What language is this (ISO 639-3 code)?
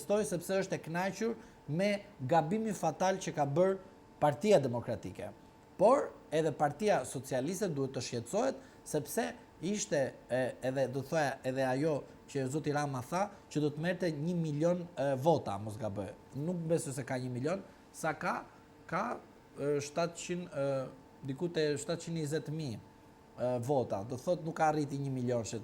sqi